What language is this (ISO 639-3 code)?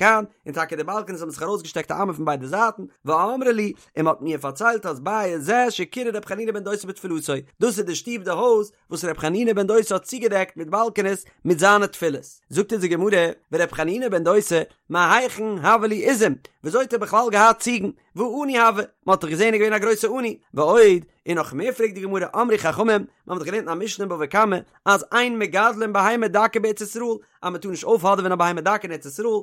yid